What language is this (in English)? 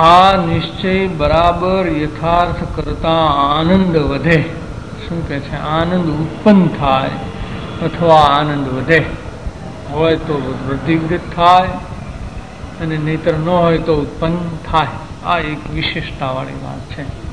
Gujarati